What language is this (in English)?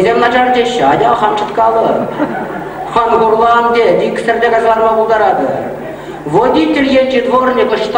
Chuvash